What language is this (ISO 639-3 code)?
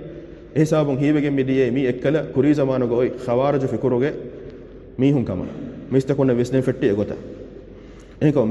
div